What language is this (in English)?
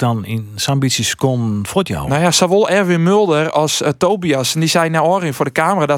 Western Frisian